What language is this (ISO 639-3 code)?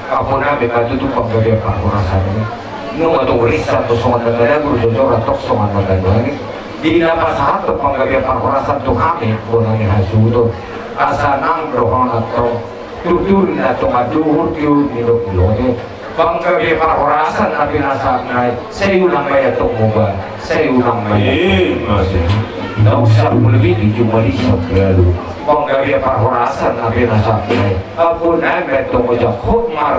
bbc